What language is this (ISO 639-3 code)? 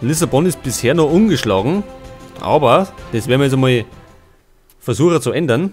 bar